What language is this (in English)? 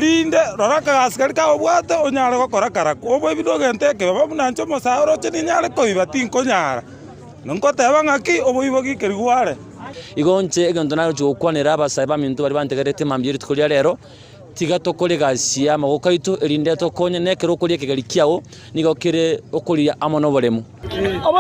Gusii